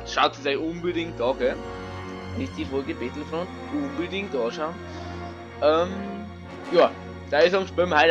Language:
Bavarian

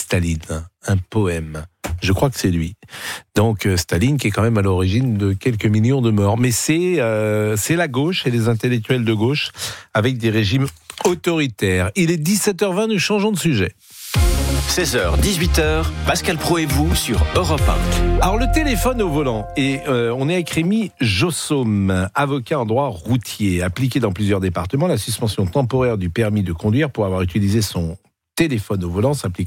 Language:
French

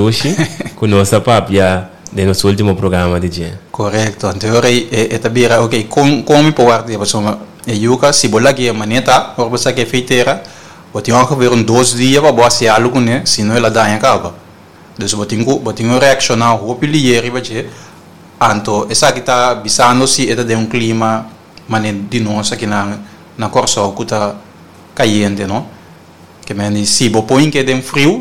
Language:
Papiamento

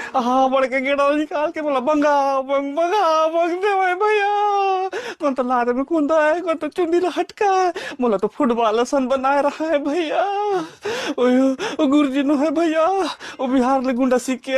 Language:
Chhattisgarhi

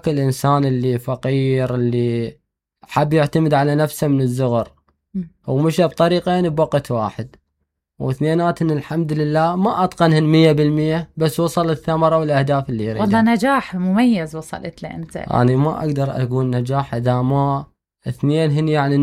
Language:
Mesopotamian Arabic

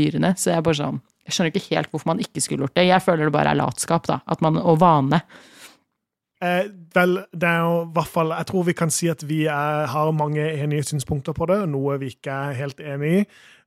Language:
Norwegian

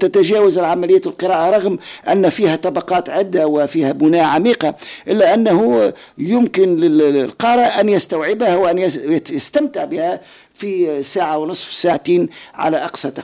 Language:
Tunisian Arabic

